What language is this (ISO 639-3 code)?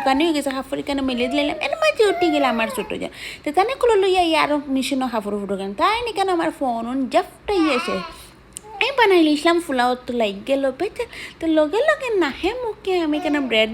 syl